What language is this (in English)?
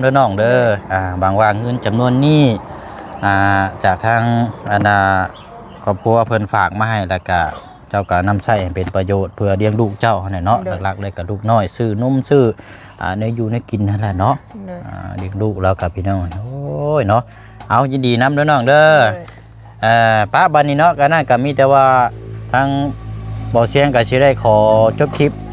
Lao